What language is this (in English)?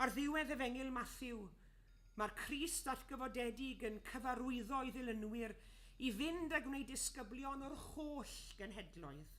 Welsh